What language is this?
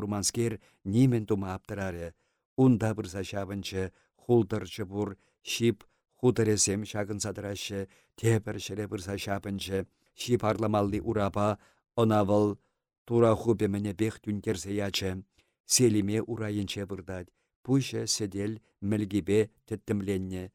Chuvash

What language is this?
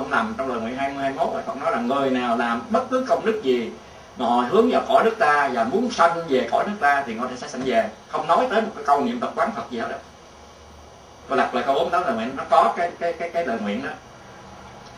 Vietnamese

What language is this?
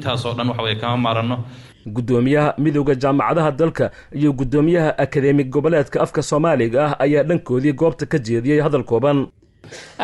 Somali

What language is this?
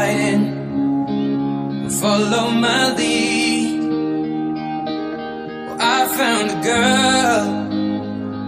Portuguese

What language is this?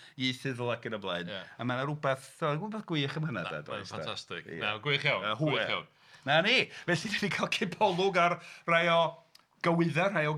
Welsh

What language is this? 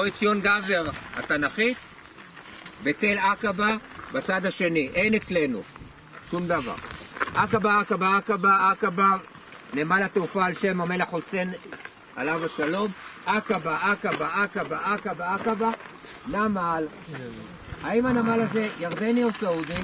Hebrew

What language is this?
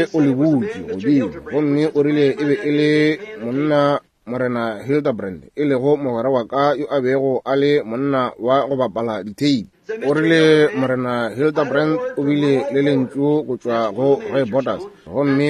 Northern Sotho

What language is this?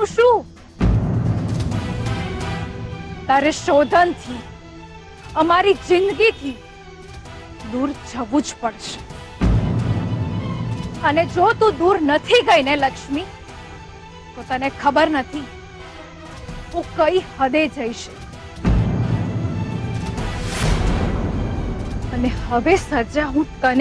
Gujarati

